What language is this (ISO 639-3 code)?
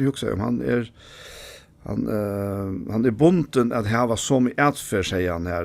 fao